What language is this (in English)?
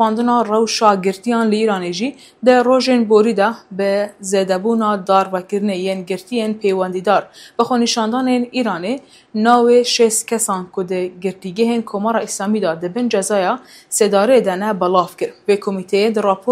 Kurdish